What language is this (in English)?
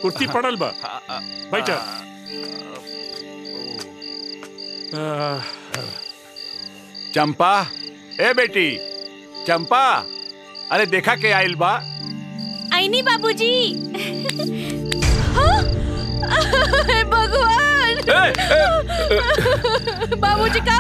Bhojpuri